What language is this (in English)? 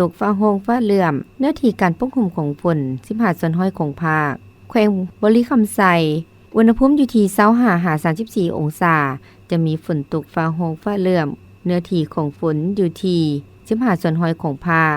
Lao